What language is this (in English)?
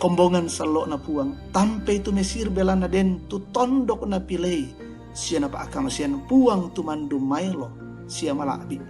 Toraja-Sa'dan